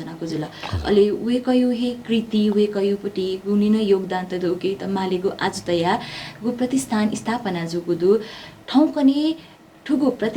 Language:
Newari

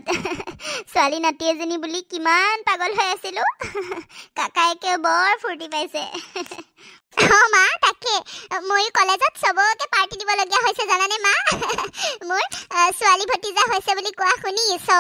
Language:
Assamese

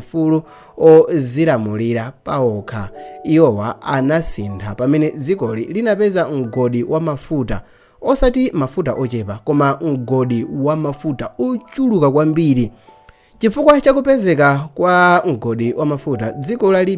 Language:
Nyanja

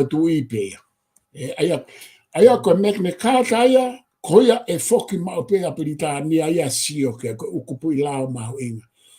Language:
Tongan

